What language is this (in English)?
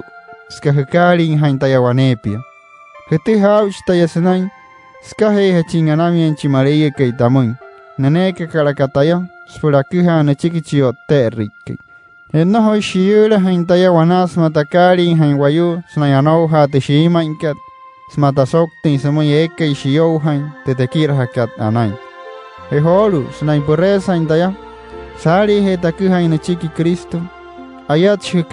Wayuu